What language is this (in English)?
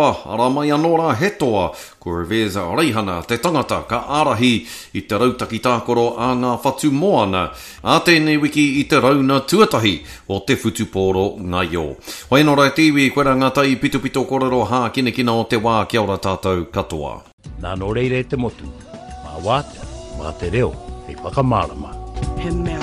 Māori